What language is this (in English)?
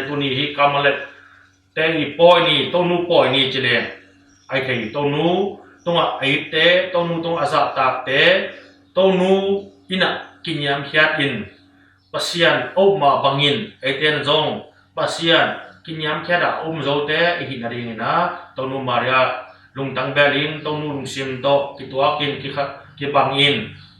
Tedim Chin